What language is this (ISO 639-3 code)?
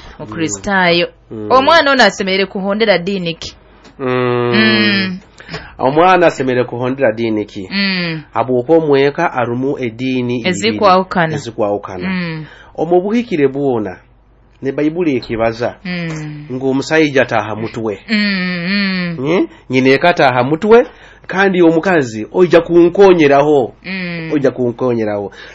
nyo